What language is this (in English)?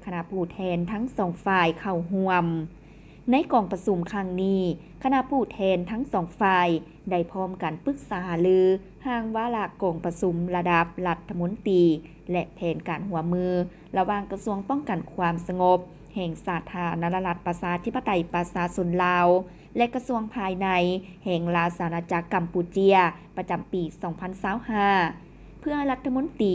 Lao